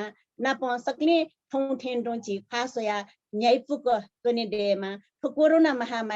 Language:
Newari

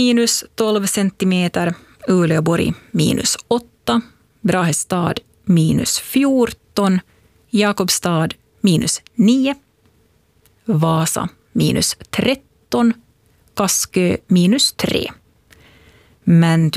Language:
Swedish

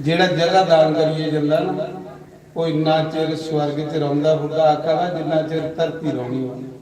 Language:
Dogri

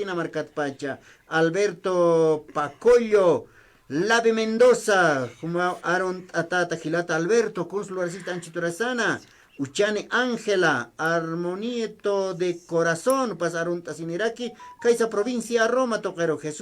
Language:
Aymara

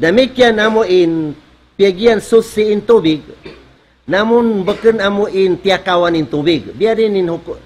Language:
Tausug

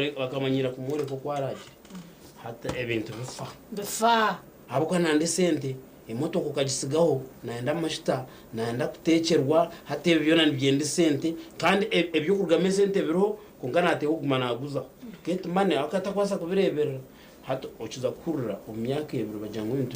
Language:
Nyankole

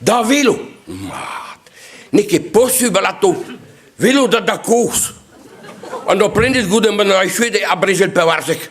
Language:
Breton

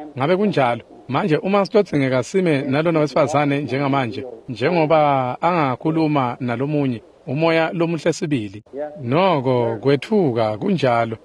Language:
Swati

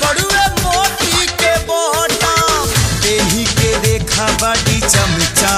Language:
Bhojpuri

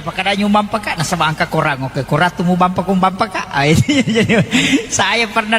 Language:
Buginese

